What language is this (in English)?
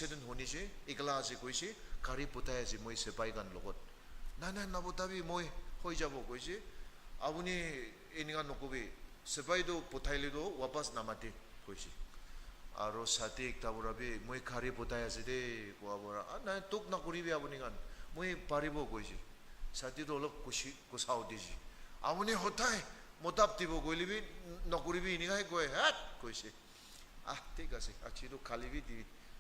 Naga Pidgin